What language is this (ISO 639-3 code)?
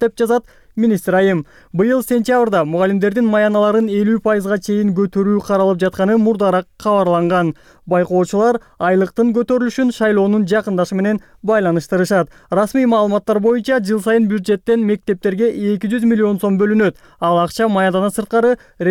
kir